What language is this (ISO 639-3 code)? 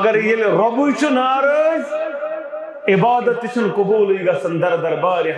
kas